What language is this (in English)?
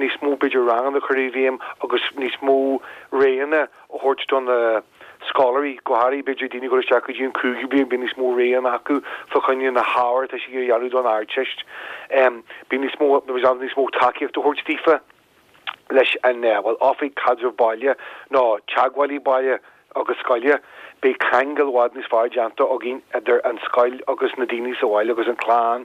Irish